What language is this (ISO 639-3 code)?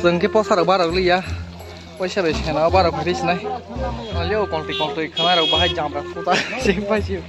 trp